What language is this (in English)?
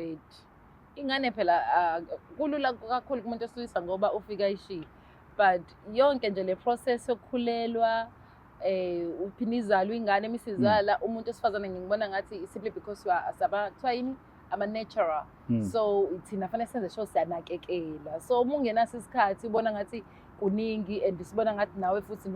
Zulu